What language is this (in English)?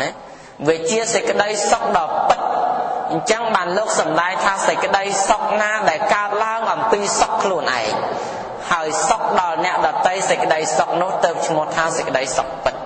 Khmer